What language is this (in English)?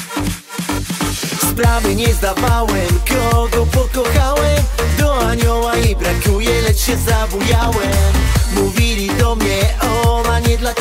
Polish